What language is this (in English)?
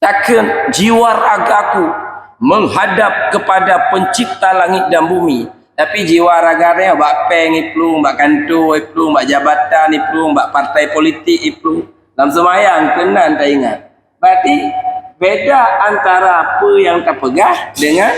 Achinese